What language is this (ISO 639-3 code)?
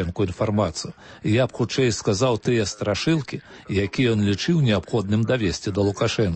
bel